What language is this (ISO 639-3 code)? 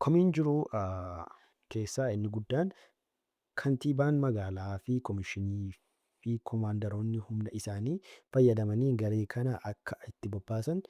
orm